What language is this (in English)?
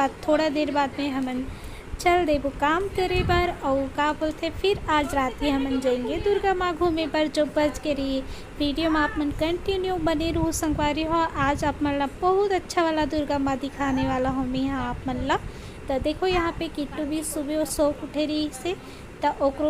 Chhattisgarhi